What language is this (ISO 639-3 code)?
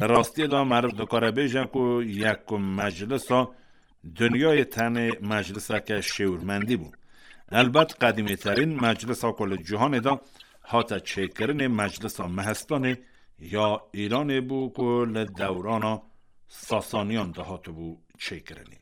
kur